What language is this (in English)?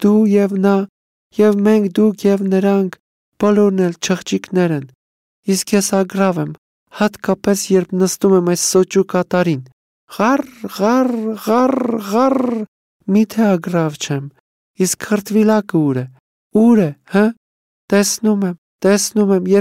Armenian